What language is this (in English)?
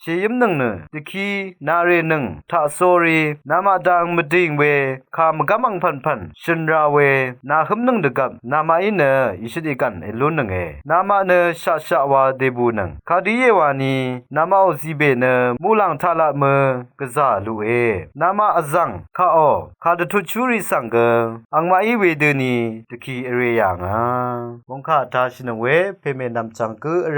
Rawang